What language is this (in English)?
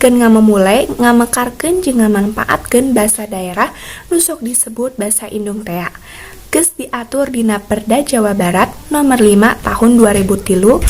Sundanese